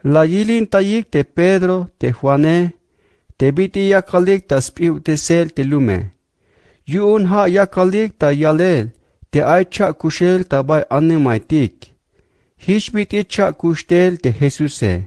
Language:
Tzeltal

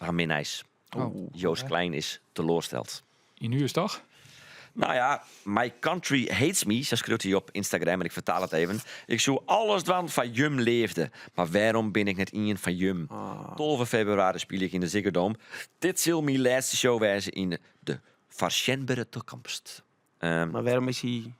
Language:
Western Frisian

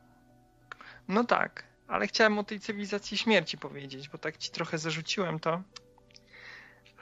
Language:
Polish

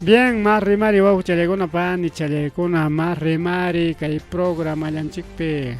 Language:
Ayacucho Quechua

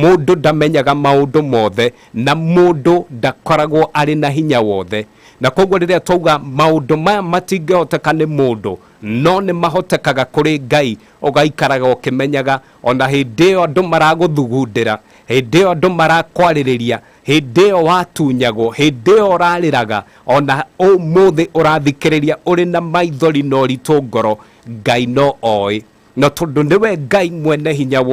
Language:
Kikuyu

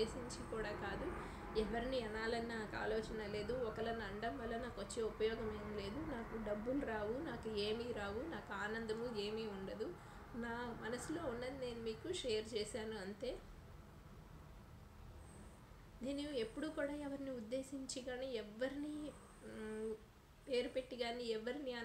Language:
Telugu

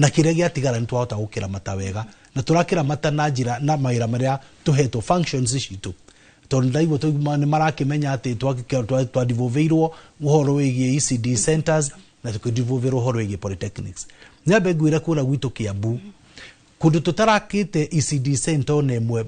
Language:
Kikuyu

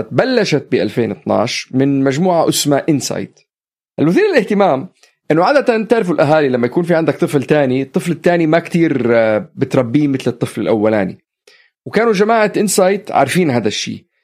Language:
North Levantine Arabic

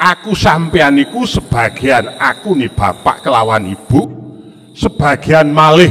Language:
Javanese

